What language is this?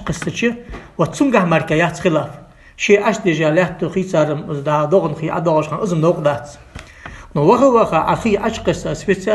Ingush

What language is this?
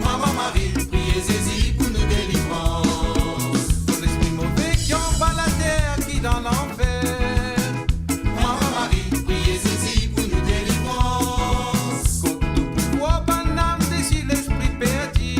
Morisyen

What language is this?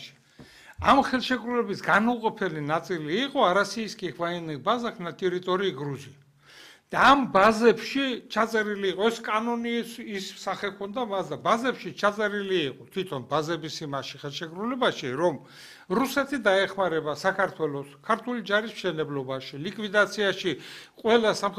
Georgian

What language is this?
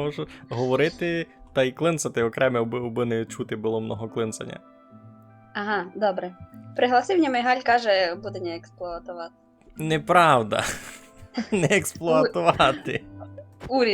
Rusyn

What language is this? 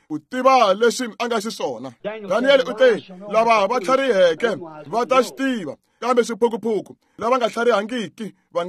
Tsonga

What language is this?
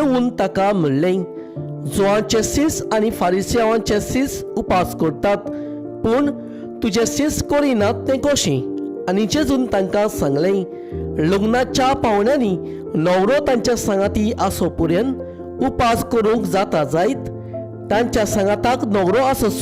Konkani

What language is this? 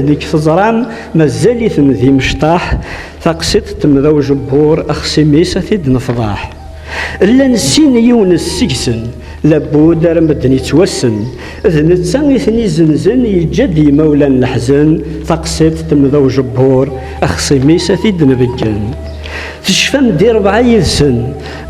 Kabyle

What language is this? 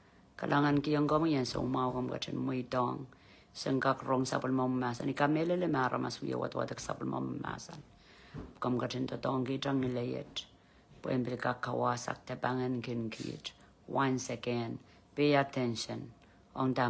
Pohnpeian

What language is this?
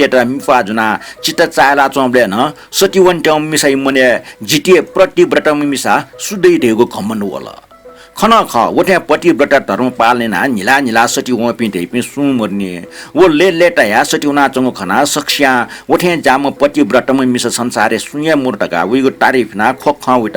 Newari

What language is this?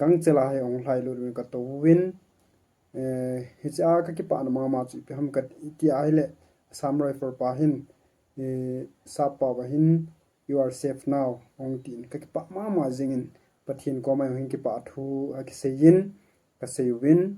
Thado Chin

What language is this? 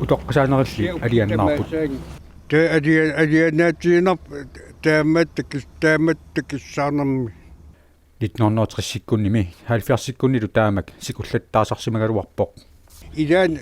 Kalaallisut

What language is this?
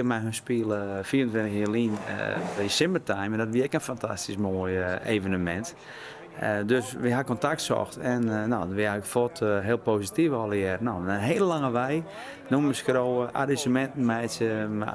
Western Frisian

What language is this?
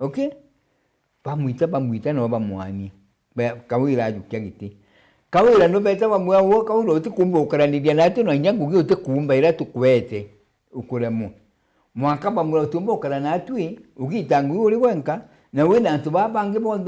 Meru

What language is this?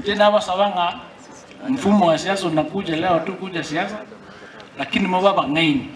Gusii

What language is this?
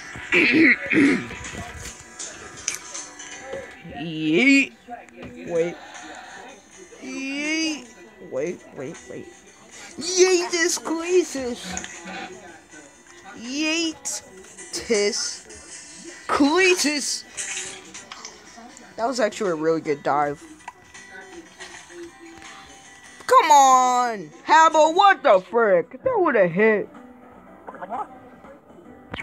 English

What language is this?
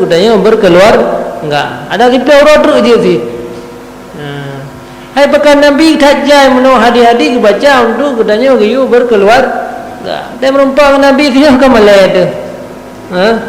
Achinese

